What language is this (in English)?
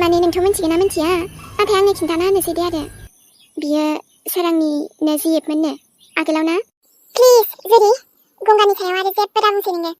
Bodo